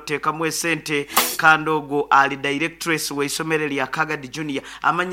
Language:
Nyoro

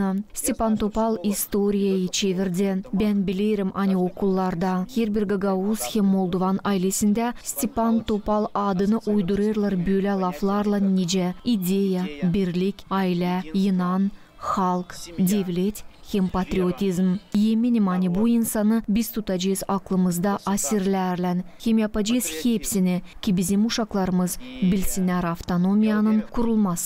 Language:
Gagauz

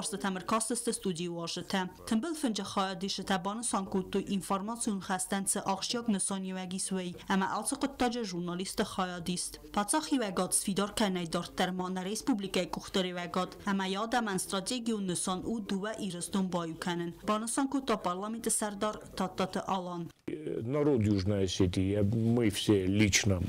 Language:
Ossetic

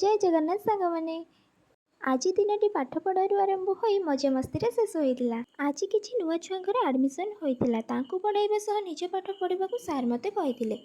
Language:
Odia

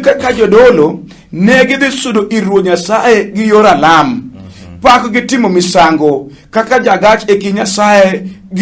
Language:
Luo (Kenya and Tanzania)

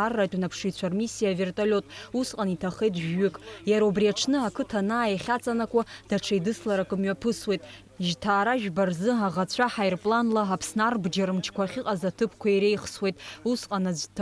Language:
Abkhazian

